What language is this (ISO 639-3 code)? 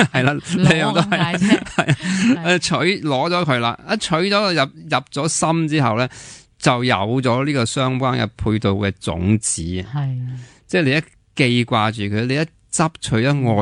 yue